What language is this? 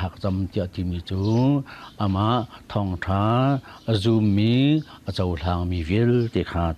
Hakha Chin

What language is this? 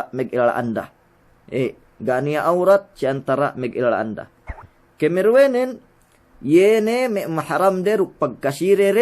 Yakan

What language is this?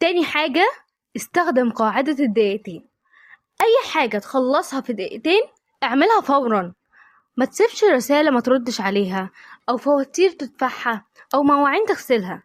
Egyptian Arabic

